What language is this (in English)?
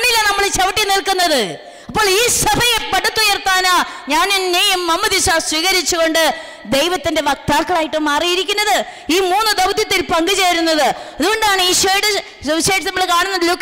Malayalam